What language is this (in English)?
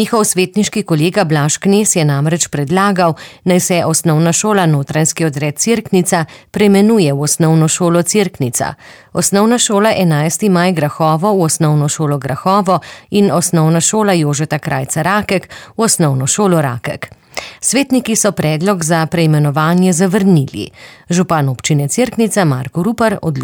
Slovenian